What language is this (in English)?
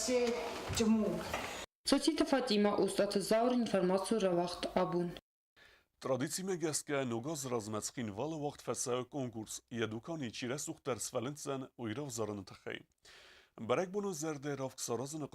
Ossetic